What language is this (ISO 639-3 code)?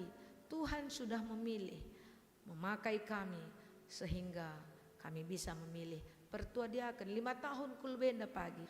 btx